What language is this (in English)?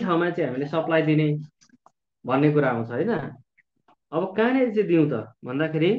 Nepali